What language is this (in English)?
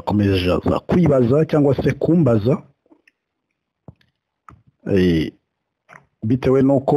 Kinyarwanda